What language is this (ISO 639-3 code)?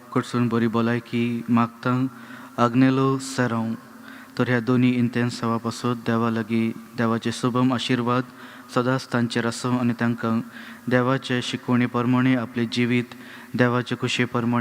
kok